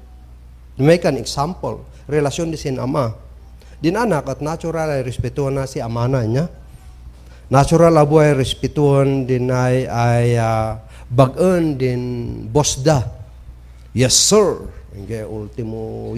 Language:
Kankanaey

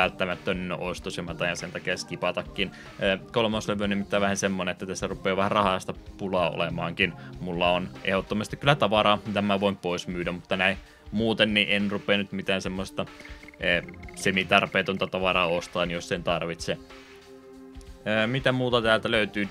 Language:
Finnish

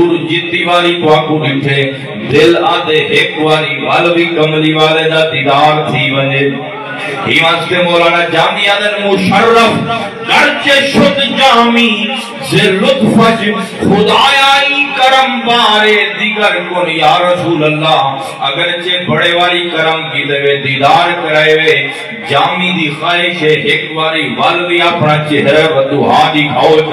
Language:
Saraiki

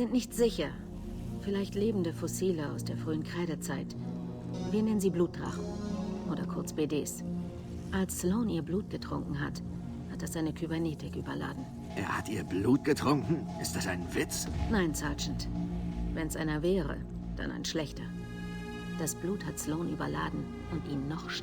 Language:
Bavarian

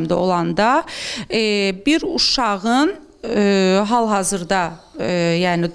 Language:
Azerbaijani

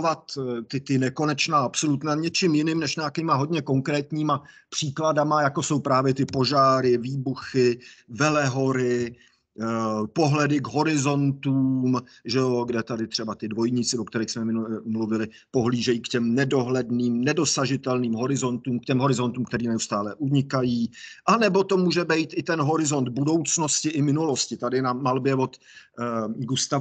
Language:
Czech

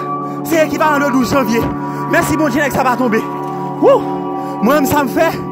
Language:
Haitian Creole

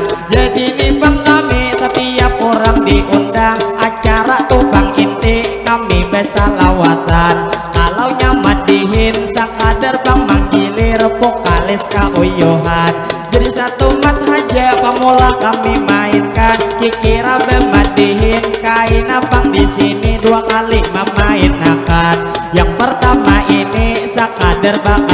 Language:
Banjar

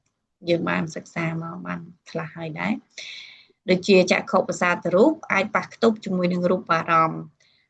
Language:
Khmer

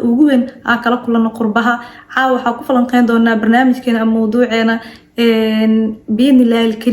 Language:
Somali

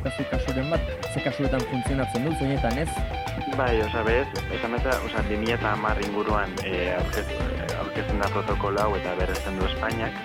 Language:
Basque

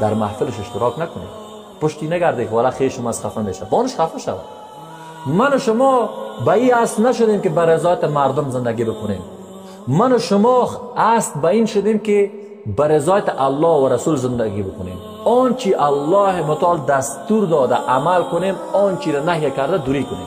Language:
Persian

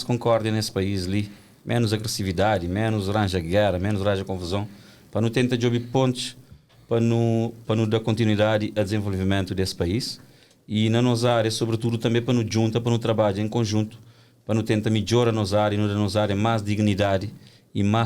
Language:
Kabuverdianu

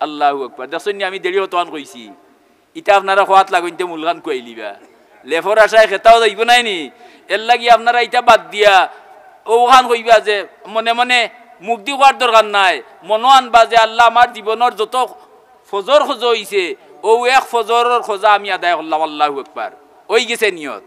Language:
Sylheti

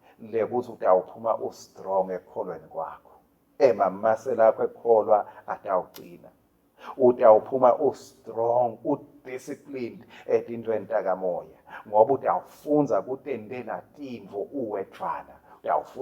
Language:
Swati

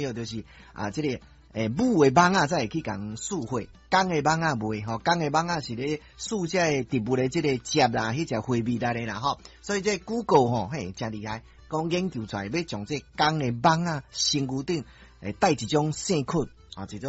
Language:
Min Nan Chinese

